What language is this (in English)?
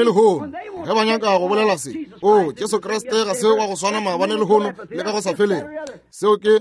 Northern Sotho